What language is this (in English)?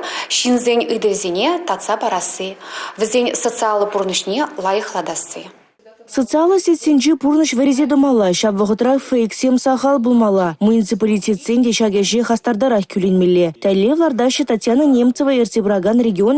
Chuvash